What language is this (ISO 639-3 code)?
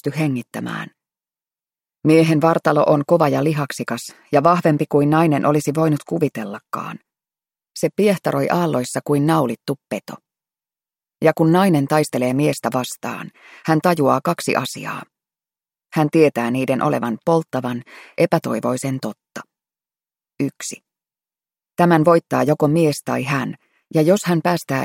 fin